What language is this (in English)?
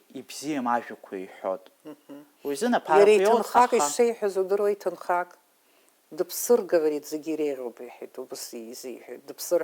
Abkhazian